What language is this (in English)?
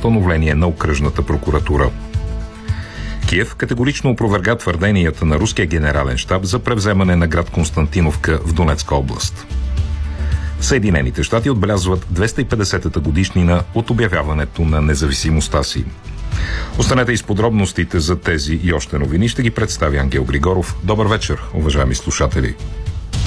Bulgarian